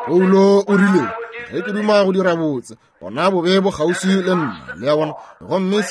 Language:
Northern Sotho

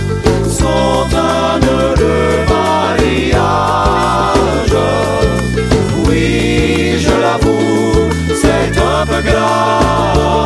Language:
French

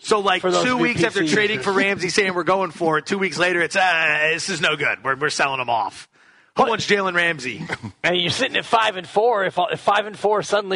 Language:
English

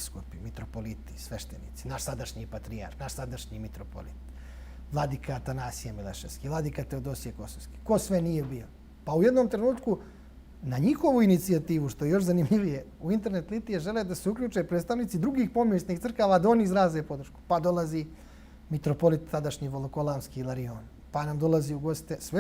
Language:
Bosnian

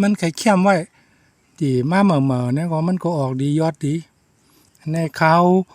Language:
Shan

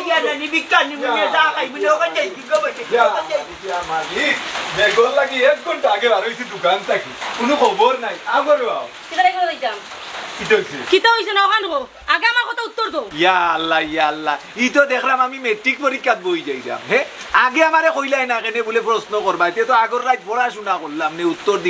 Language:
Sylheti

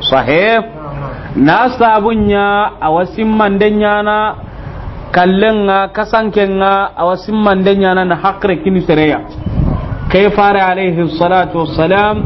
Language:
Soninke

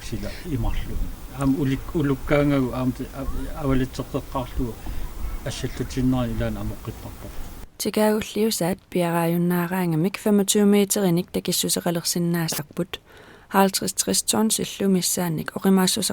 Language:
Kalaallisut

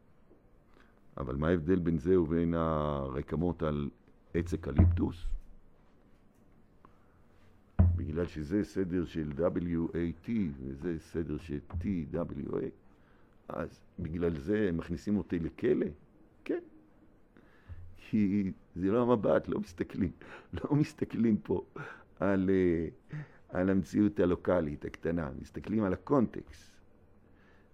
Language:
Hebrew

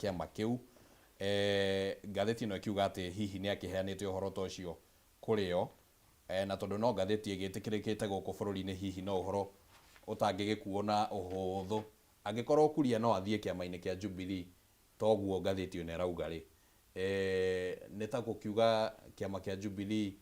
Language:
Kikuyu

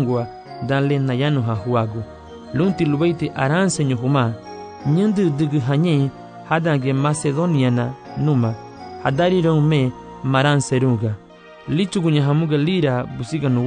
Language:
Garifuna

